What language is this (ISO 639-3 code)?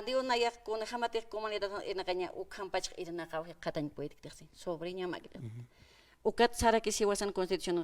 aym